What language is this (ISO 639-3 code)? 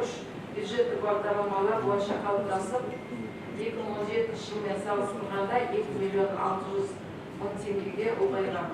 kaz